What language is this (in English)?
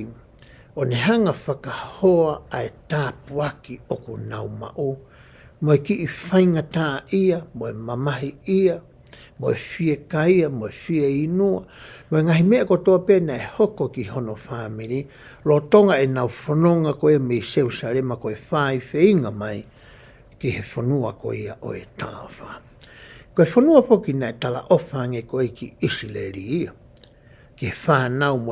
Tongan